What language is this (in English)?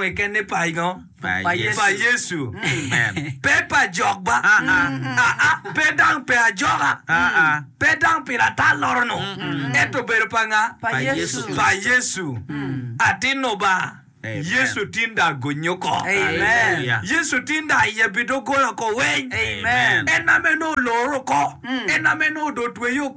Acoli